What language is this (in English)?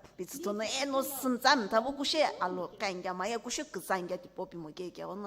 Sumi Naga